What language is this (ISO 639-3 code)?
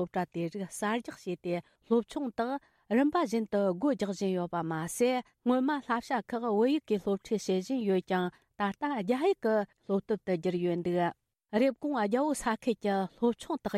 bod